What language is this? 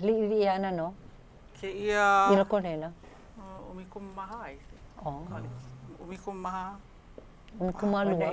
Hawaiian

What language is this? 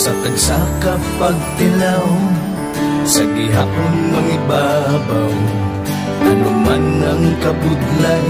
Hiligaynon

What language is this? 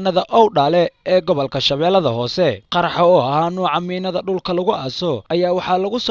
Somali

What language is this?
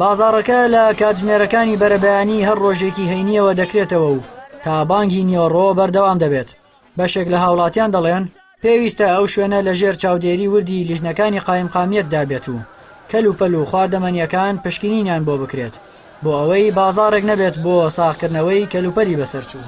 Central Kurdish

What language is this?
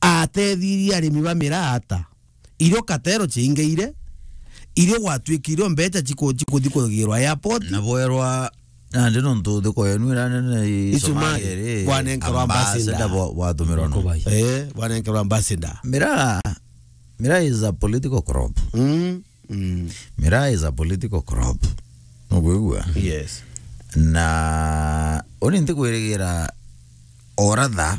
Meru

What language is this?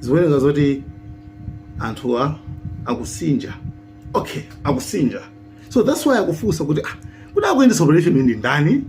Nyanja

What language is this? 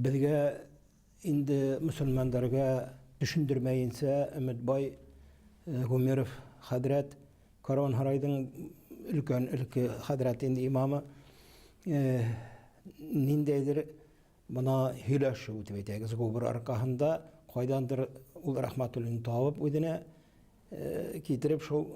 Bashkir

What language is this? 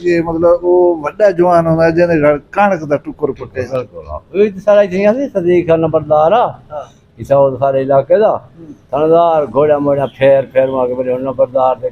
Saraiki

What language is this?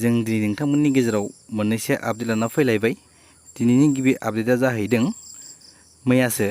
Bodo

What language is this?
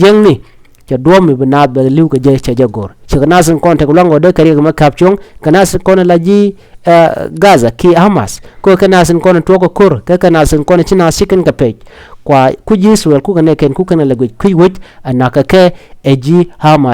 Nuer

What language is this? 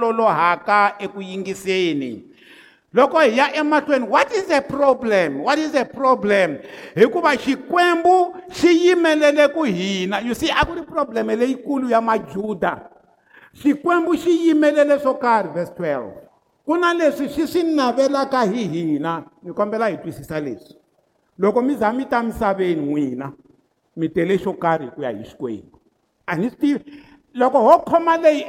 Tsonga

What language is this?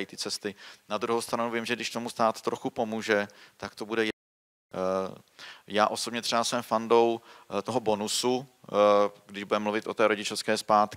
Czech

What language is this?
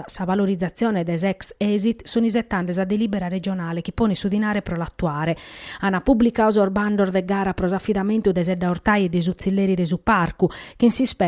Sardinian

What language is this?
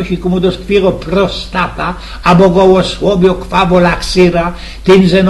Silesian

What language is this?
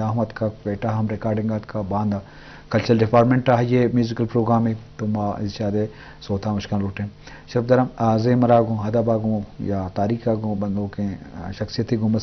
Eastern Balochi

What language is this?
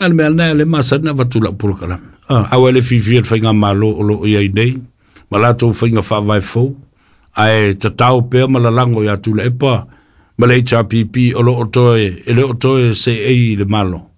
Samoan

